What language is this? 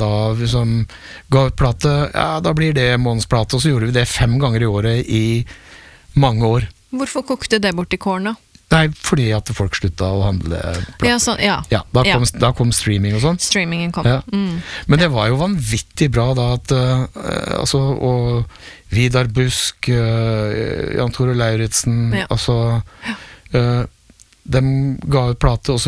Norwegian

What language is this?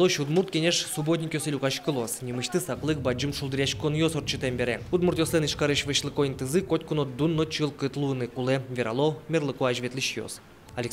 Udmurt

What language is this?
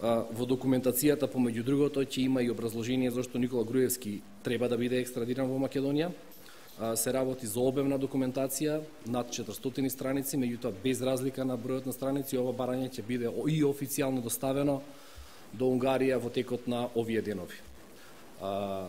Macedonian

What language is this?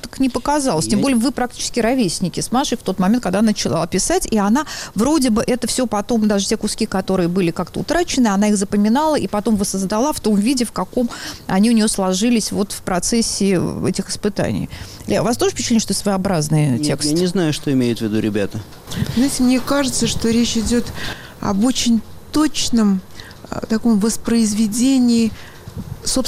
Russian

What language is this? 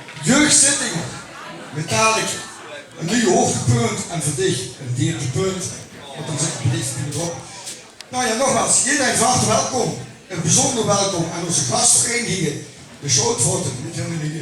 Limburgish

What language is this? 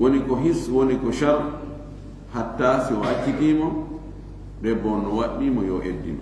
Fula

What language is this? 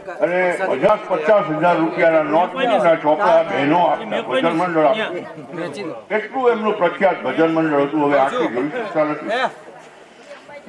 Gujarati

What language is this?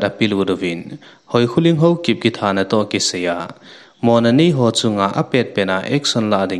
Thado Chin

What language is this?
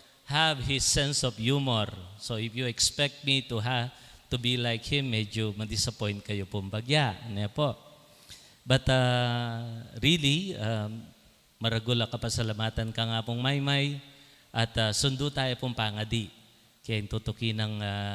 Pampanga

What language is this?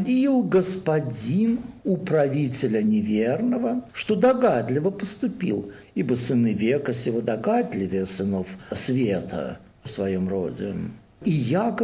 Russian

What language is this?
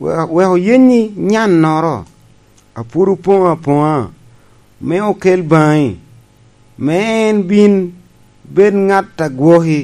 Lango (Uganda)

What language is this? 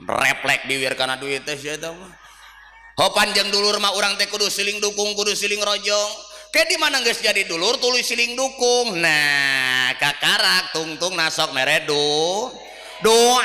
Sundanese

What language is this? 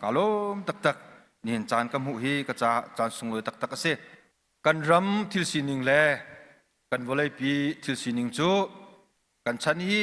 Hakha Chin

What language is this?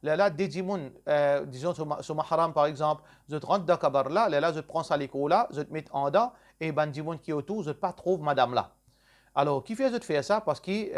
Morisyen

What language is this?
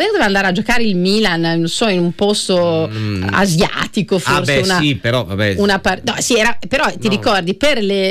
Italian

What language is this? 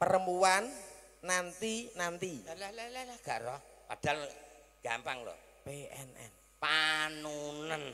Javanese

